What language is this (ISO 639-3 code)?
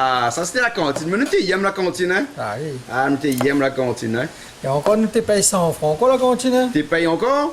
rcf